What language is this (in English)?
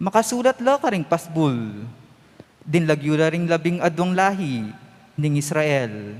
Pampanga